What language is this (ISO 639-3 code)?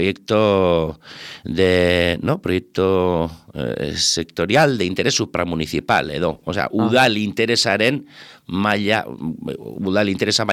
eus